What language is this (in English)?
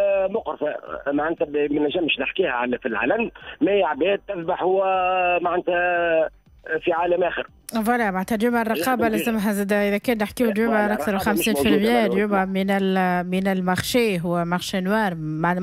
Tunisian Arabic